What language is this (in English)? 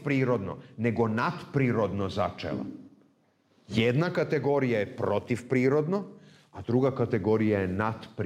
Serbian